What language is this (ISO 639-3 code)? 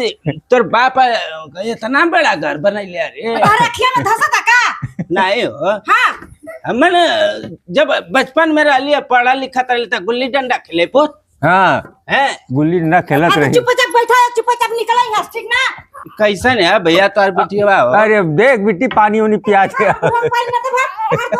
bho